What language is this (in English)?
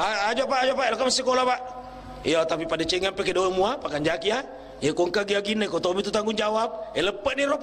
Buginese